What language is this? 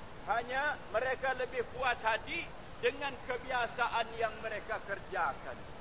Malay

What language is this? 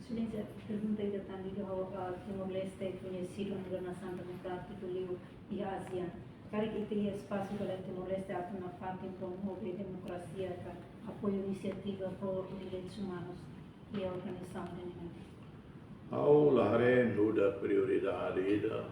Tetum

